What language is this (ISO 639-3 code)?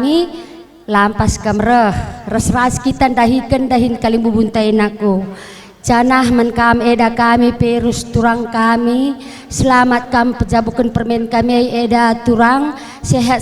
btx